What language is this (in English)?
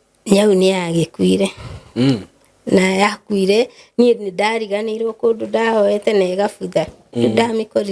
Kikuyu